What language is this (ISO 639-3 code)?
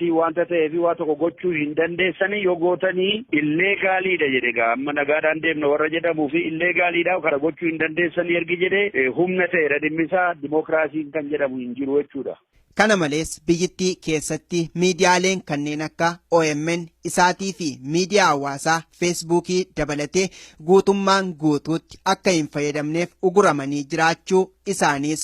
orm